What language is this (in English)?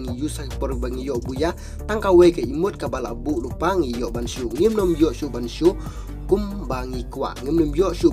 Khasi